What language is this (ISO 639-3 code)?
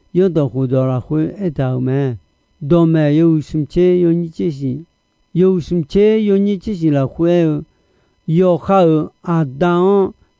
ahk